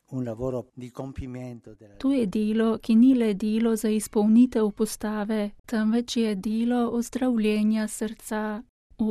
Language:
Slovenian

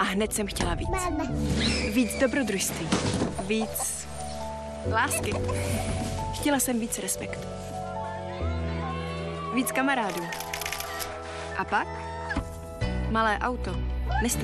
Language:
Czech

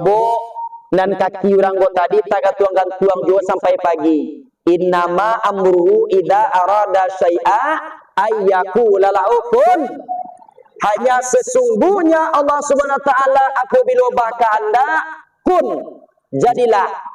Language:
Minangkabau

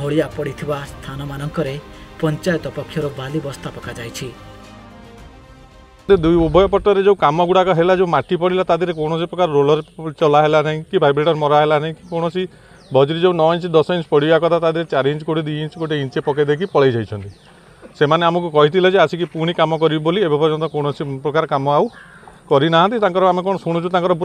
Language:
Odia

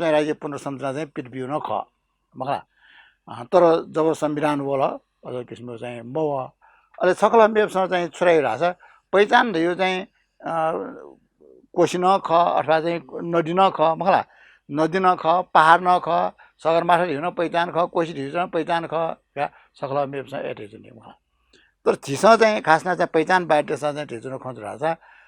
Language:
Newari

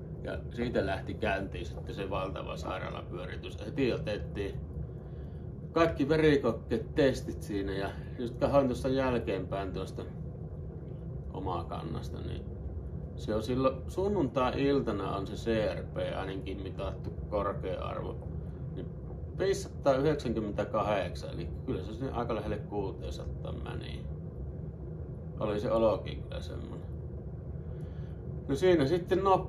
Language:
Finnish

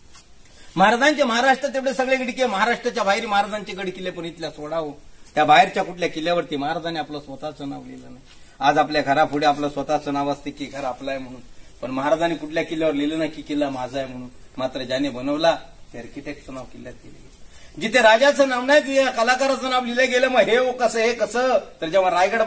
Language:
Marathi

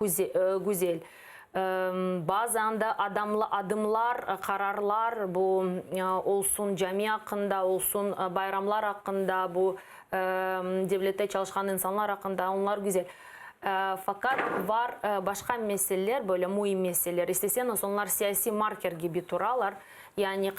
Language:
Crimean Tatar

